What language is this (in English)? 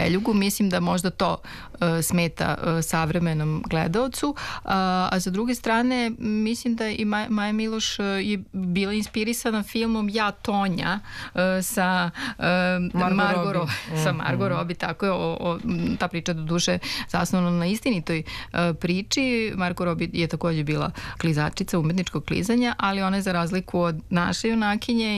Serbian